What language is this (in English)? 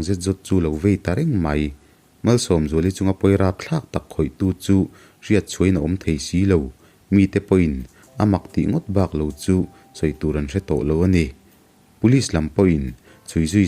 Mizo